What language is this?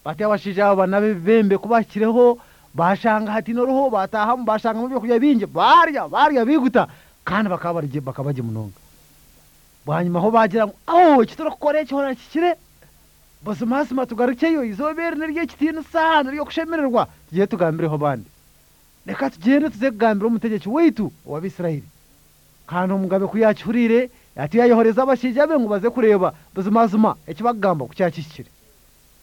Kinyarwanda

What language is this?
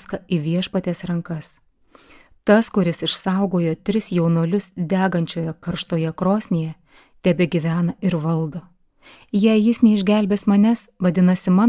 Lithuanian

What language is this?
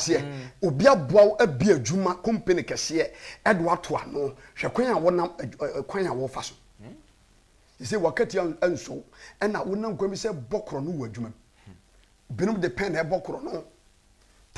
Akan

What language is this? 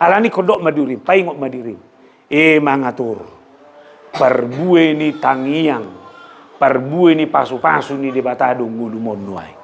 Batak Toba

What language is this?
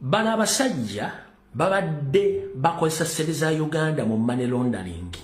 Ganda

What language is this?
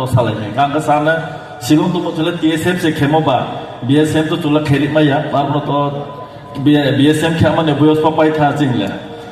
Riang (India)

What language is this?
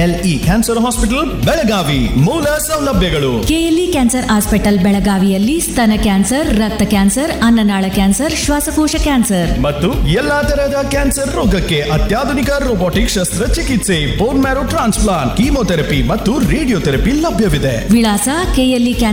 Kannada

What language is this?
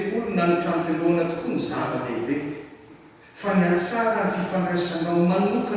Malagasy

